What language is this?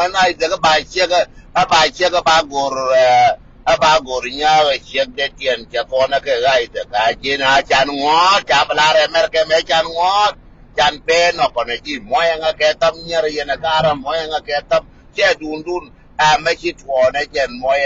Nuer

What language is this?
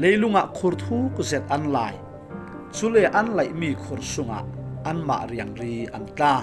Falam Chin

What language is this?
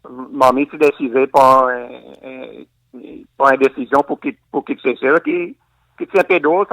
Seselwa Creole French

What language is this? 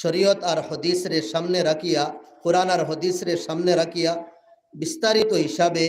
Sylheti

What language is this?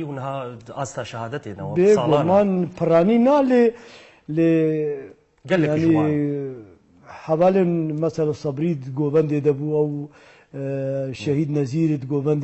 Kurdish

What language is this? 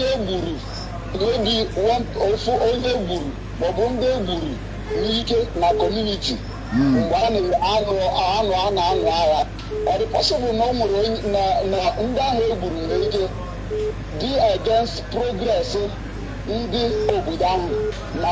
Igbo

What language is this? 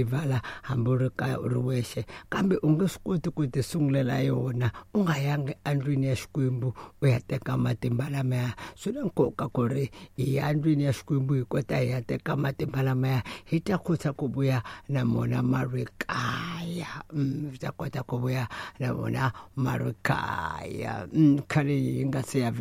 Tsonga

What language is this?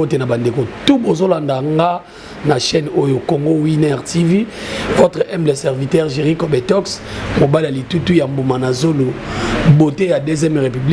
Lingala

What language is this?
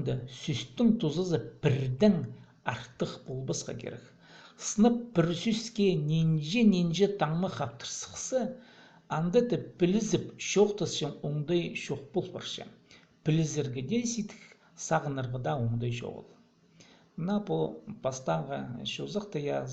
Khakas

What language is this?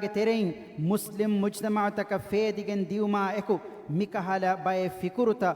Divehi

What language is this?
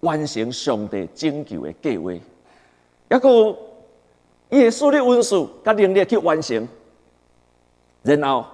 Min Nan Chinese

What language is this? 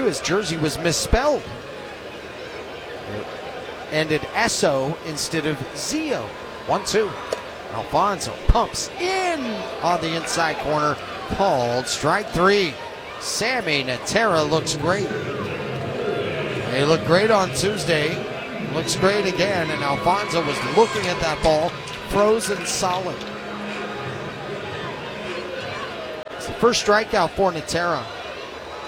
English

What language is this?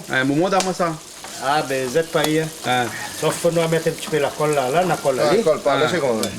Réunion Creole French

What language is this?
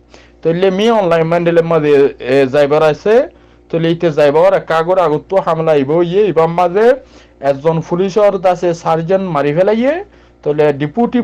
Rohingya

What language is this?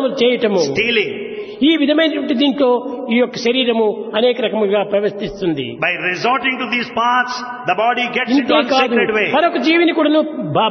Telugu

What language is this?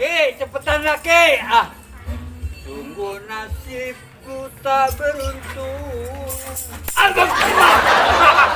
Betawi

